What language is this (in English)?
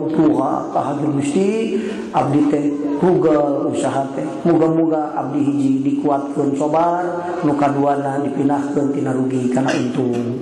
Sundanese